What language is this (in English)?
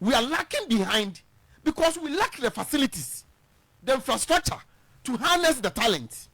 Akan